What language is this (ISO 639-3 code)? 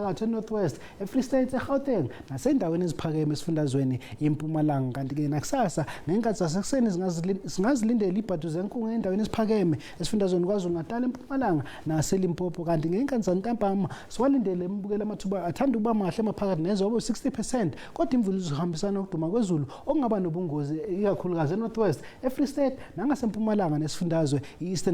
zul